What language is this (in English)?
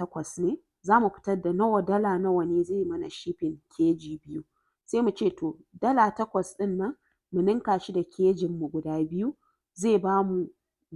Hausa